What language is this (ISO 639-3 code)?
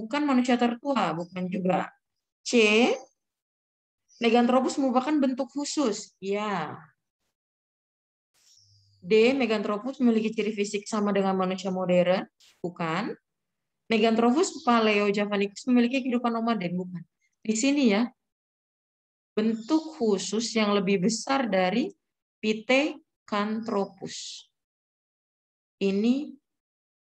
ind